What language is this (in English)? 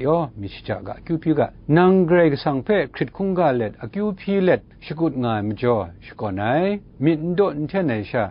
Kachin